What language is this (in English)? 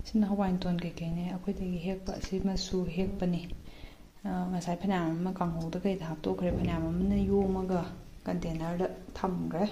Manipuri